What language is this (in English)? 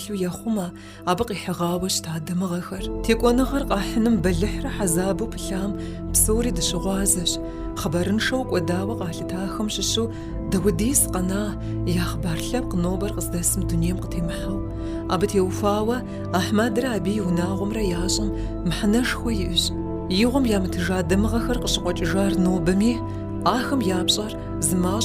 Kabardian